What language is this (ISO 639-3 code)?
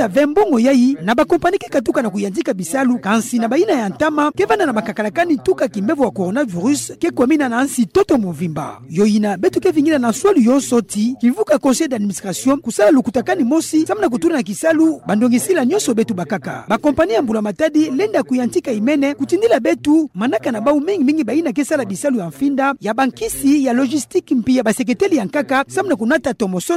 ktu